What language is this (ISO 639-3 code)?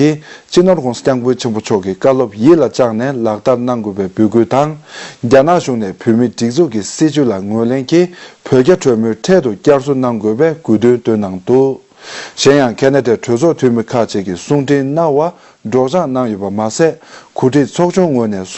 bod